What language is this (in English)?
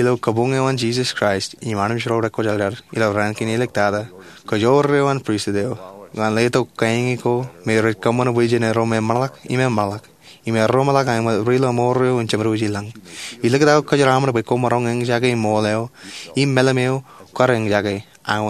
Marshallese